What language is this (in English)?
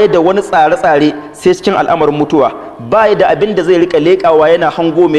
Hausa